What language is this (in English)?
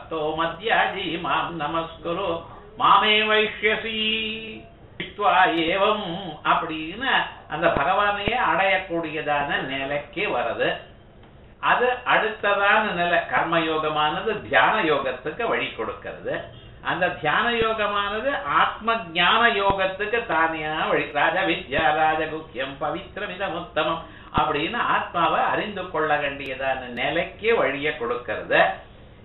Tamil